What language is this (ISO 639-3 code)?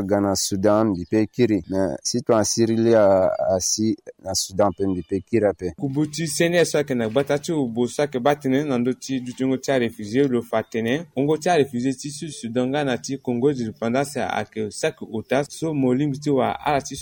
sag